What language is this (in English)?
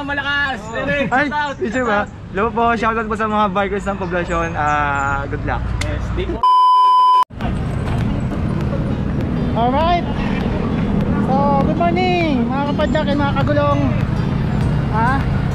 Filipino